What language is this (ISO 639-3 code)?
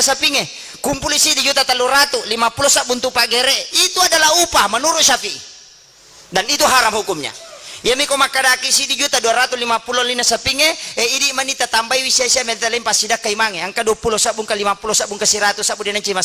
bug